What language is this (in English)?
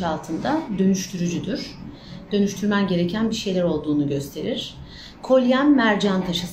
Turkish